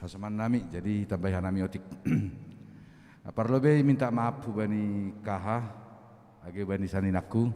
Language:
Batak Simalungun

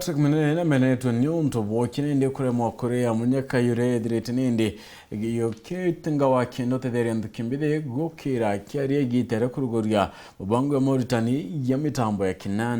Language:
Meru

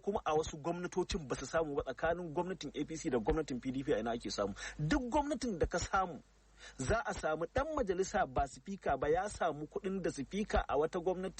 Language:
Hausa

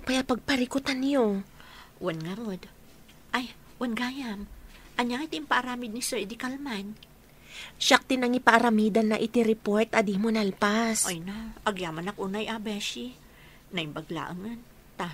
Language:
Iloko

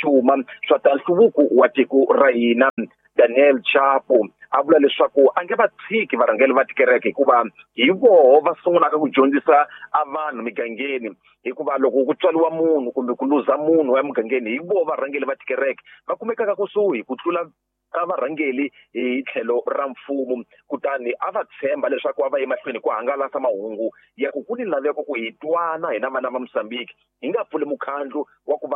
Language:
Tsonga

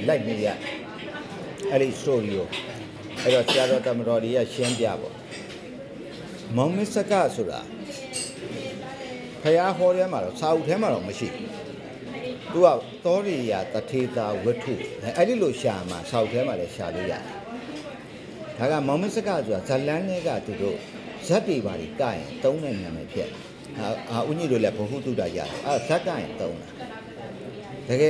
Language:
Burmese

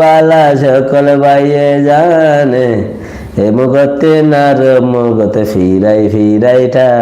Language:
Rohingya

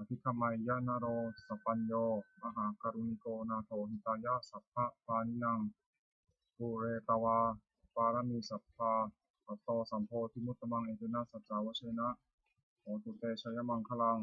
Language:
Pali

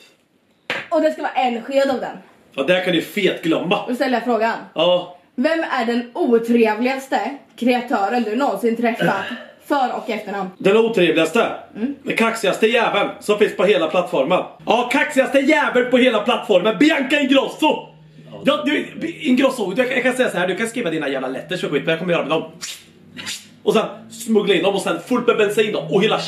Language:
Swedish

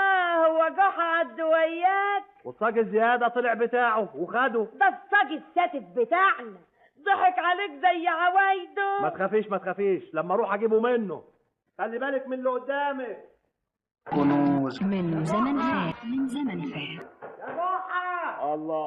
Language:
Egyptian Arabic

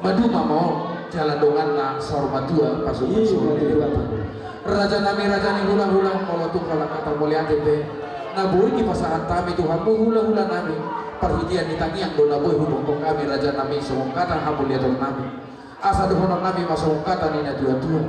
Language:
Batak Toba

